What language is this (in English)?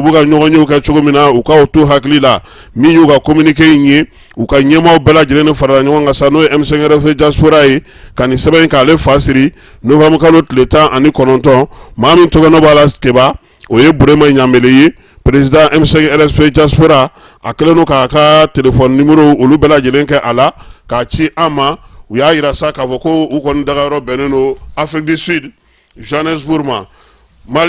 Bambara